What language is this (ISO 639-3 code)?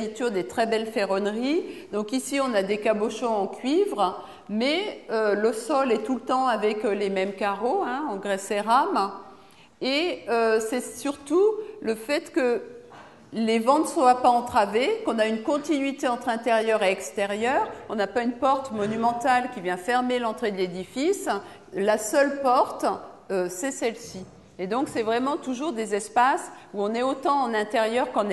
fra